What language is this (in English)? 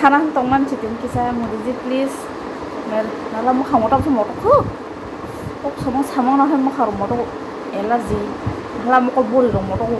Kok Borok